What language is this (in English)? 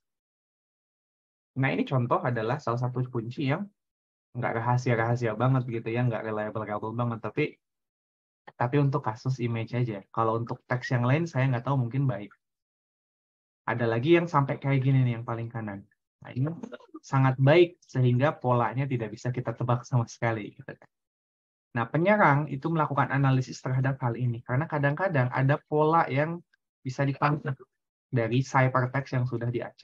Indonesian